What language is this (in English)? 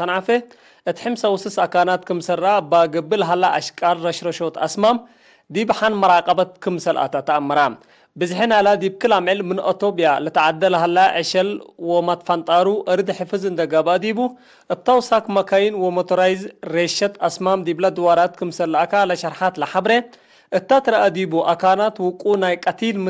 Tigre